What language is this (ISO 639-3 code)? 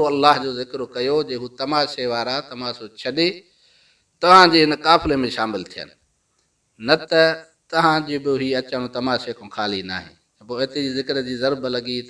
snd